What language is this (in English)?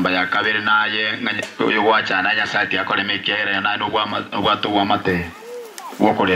Gusii